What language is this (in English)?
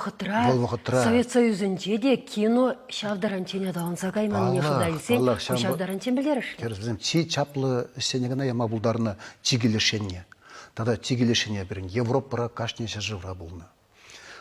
Chuvash